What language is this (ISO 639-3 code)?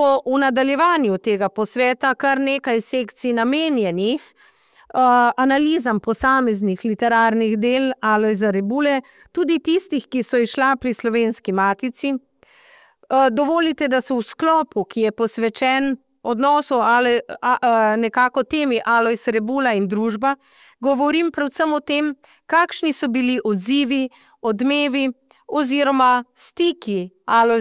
slv